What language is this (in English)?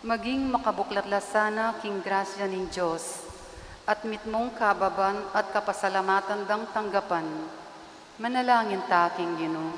Pampanga